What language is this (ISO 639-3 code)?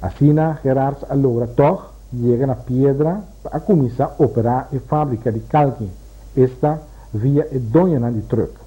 pap